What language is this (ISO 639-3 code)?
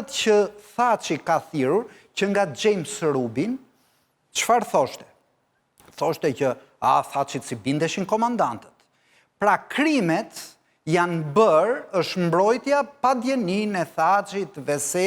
sqi